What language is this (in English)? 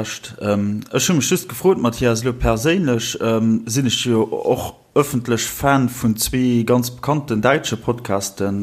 Luxembourgish